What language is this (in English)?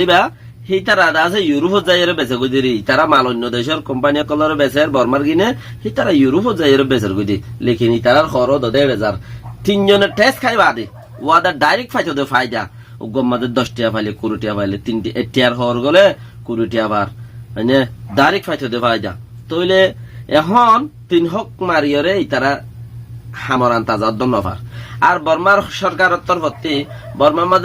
Rohingya